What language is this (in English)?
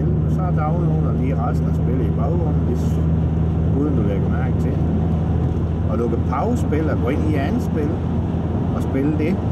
Danish